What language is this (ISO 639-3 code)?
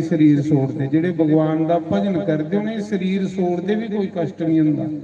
doi